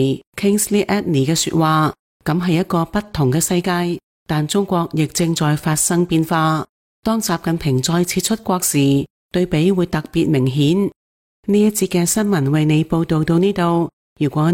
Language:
Cantonese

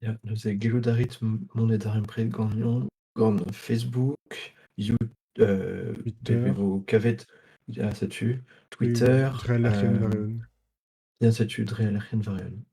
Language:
Breton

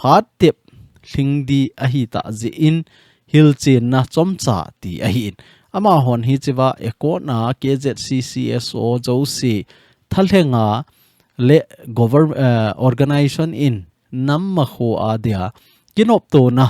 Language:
Thado Chin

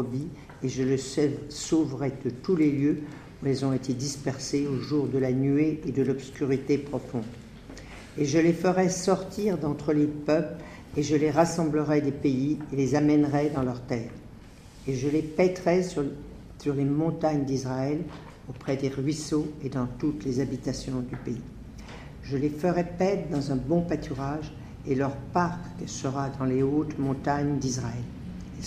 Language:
French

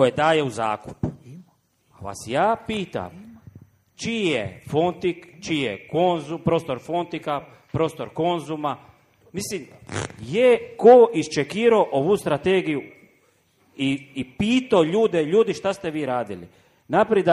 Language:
Croatian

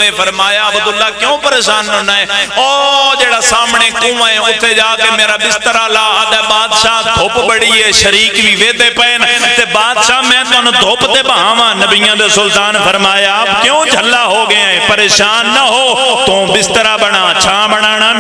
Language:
Pahari-Potwari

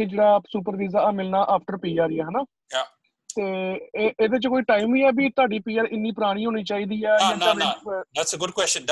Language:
Punjabi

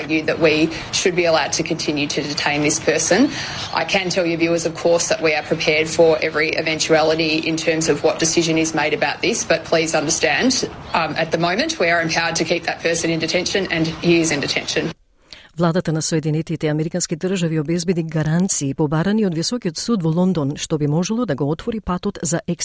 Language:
Macedonian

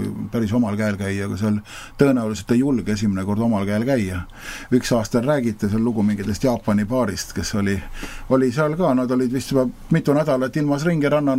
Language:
Estonian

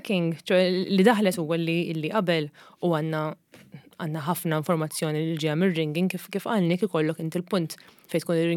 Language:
Maltese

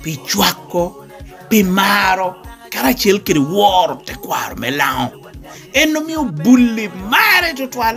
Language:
Lango (Uganda)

